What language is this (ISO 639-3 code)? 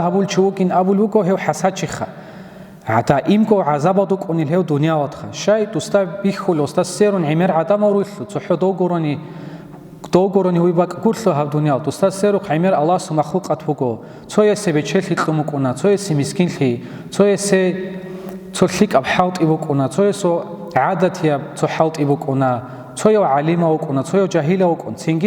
ava